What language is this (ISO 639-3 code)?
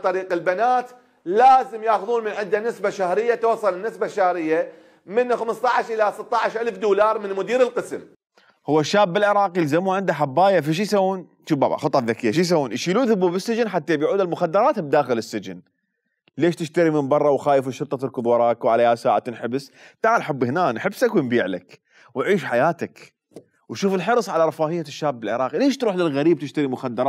acm